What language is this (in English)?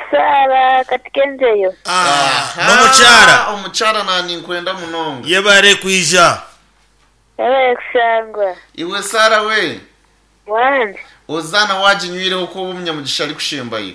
Nyankole